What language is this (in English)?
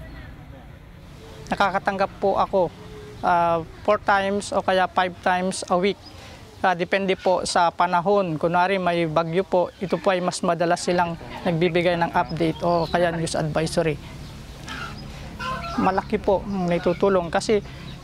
Filipino